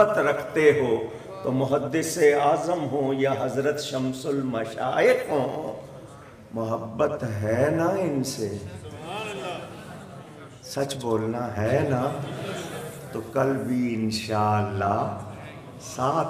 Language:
Urdu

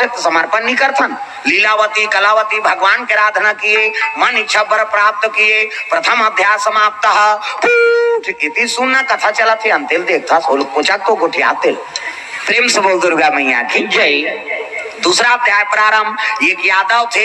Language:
Chhattisgarhi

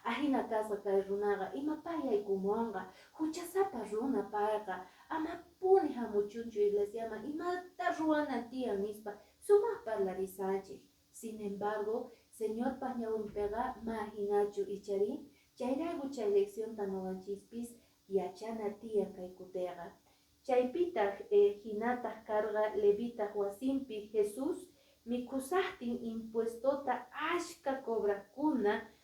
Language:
Quechua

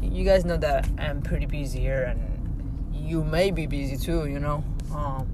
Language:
English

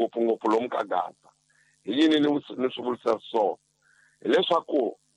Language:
Tsonga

